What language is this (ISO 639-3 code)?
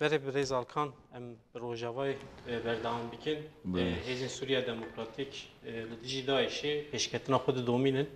kur